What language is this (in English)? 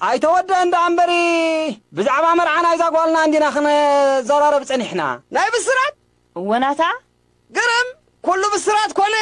Tigrinya